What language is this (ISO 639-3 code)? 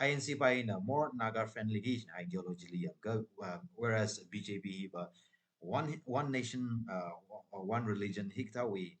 nmf